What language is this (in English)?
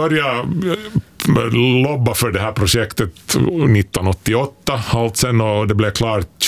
Swedish